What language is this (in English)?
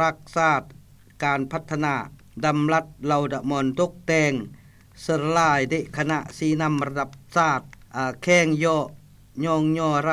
Lao